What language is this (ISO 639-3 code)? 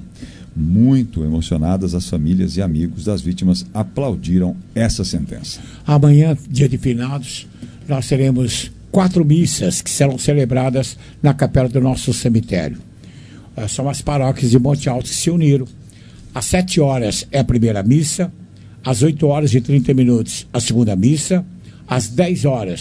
por